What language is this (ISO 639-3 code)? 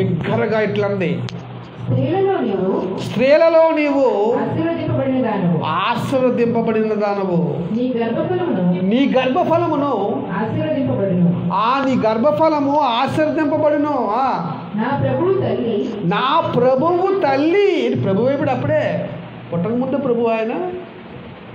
tel